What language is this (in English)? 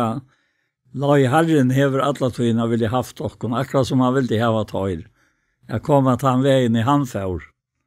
Faroese